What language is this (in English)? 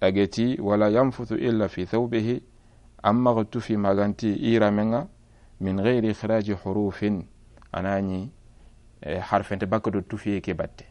Soninke